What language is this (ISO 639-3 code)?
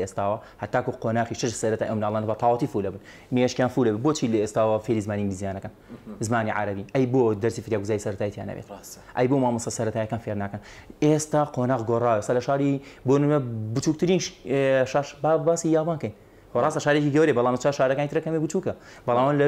ckb